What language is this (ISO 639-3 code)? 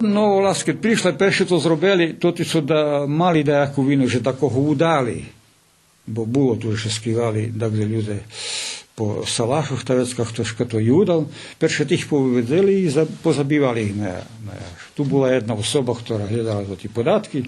rue